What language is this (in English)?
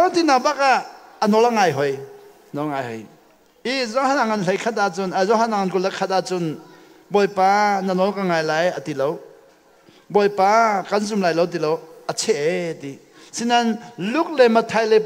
Hakha Chin